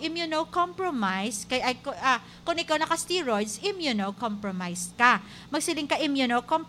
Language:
Hiligaynon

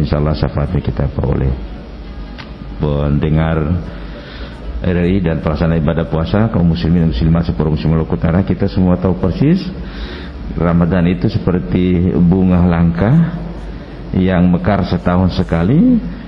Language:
Indonesian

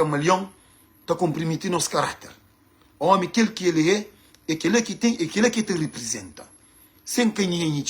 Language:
Kabuverdianu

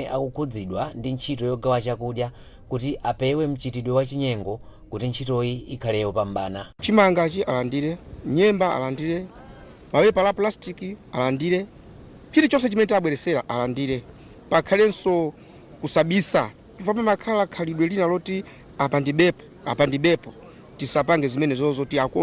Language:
Nyanja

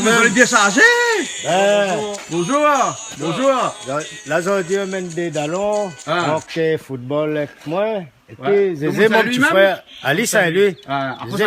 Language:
Réunion Creole French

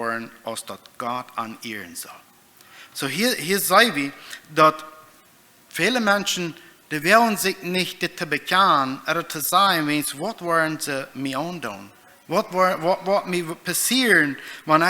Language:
Plautdietsch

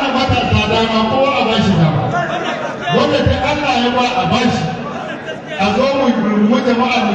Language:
Hausa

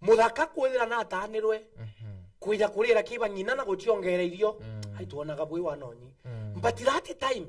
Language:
Meru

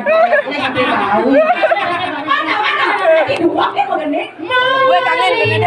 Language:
Balinese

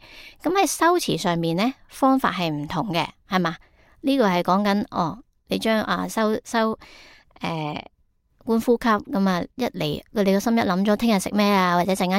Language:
Cantonese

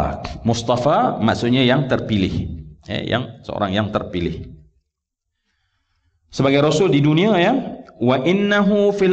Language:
Malay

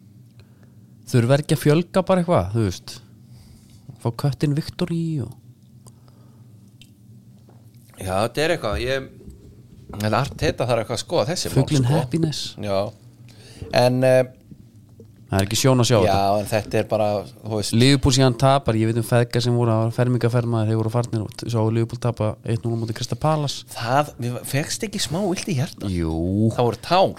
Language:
Icelandic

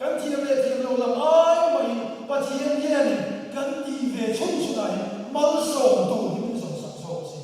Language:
Mizo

